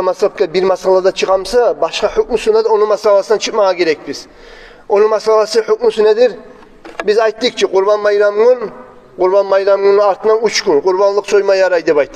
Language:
Kumyk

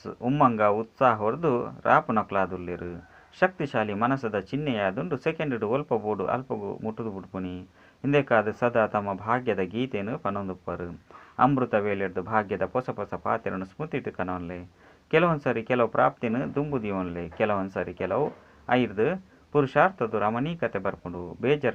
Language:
Tulu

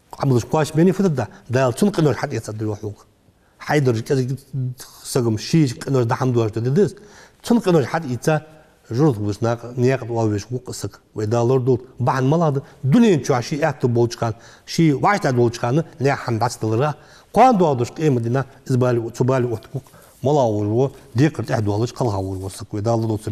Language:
Ingush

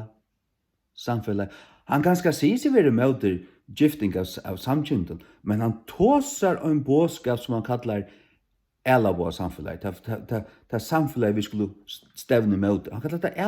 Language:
Faroese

